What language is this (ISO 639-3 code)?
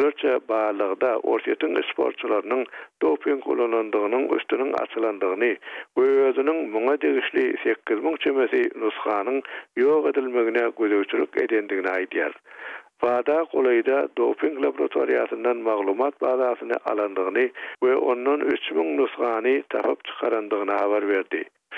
tuk